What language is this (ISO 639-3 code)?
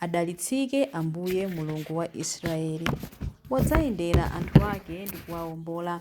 nya